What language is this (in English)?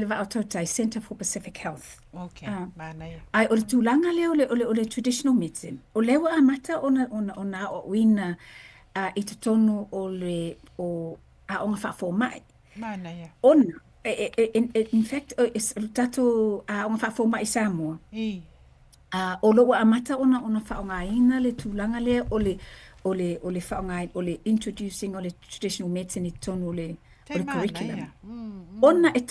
Samoan